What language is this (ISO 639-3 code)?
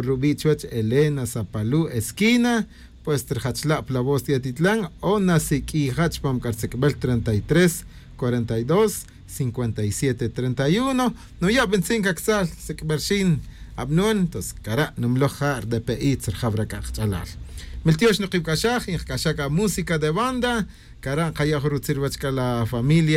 tzj